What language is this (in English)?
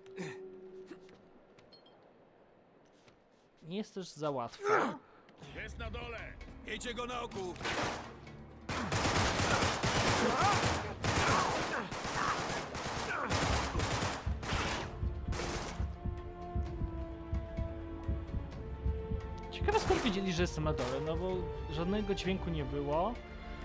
Polish